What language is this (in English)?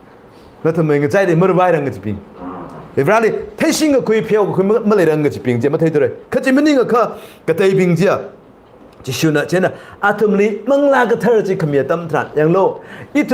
Tangkhul Naga (India)